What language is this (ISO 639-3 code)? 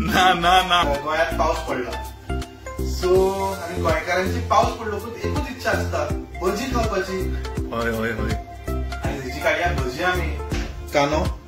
kok